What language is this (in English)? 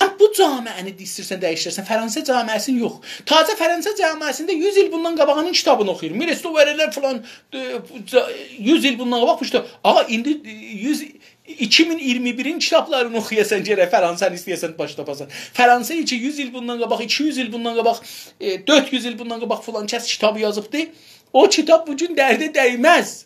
South Azerbaijani